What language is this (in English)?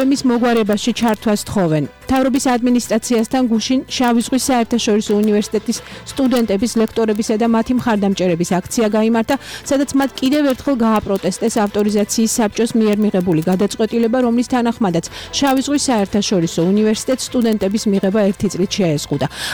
Georgian